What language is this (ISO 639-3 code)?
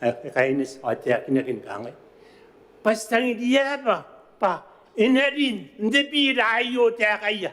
gil